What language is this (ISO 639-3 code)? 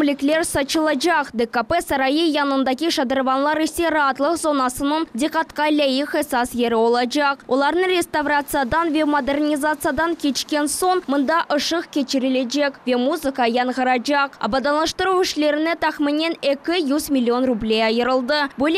crh